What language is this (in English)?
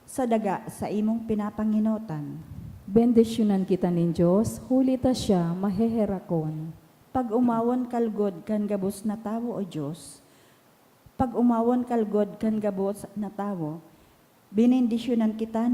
Bikol